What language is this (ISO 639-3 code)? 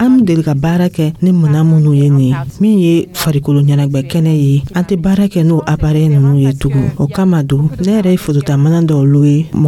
dyu